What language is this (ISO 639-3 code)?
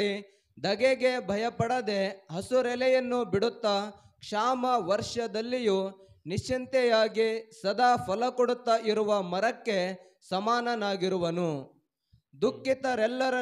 kan